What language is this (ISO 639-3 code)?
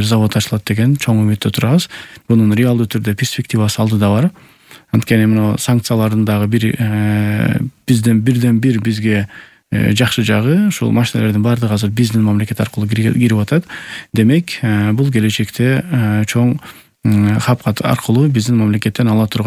kir